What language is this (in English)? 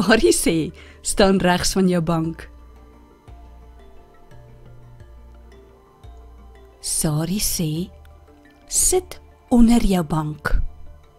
Afrikaans